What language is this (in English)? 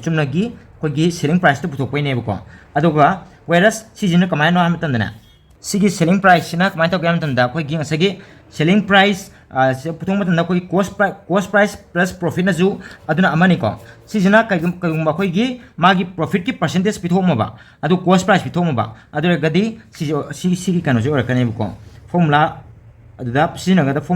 Manipuri